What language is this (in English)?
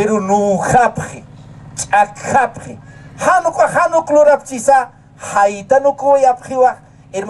Aymara